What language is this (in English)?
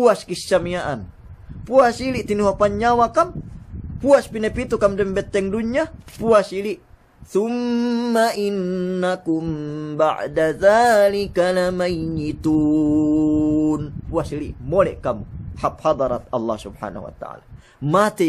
Yakan